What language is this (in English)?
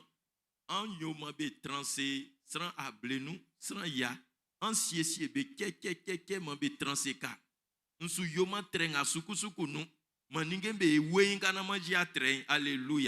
Baoulé